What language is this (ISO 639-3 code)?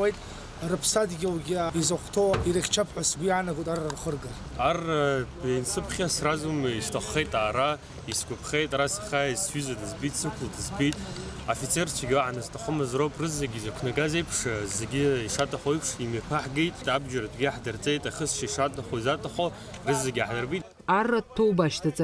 abk